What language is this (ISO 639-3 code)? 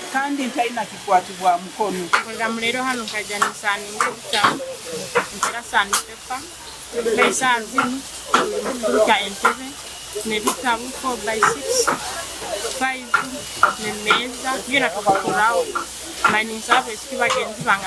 nyn